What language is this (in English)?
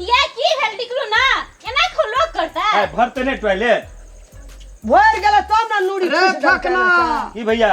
Maithili